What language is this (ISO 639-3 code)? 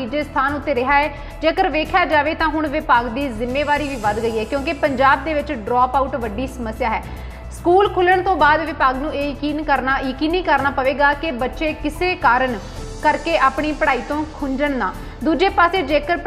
pan